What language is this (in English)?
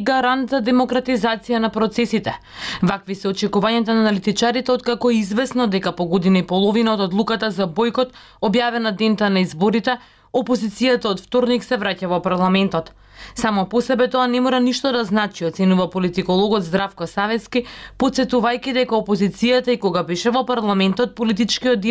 Macedonian